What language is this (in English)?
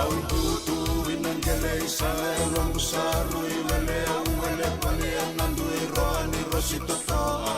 Fijian